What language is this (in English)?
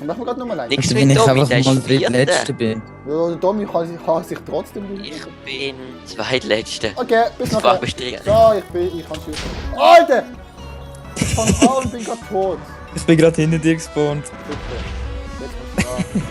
Swiss German